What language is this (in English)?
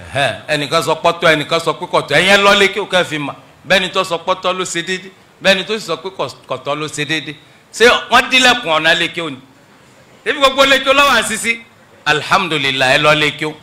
Yoruba